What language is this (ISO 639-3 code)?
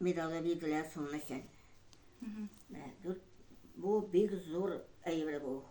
tat